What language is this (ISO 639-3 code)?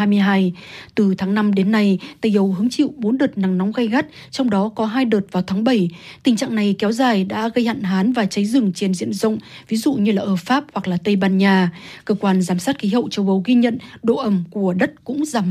vie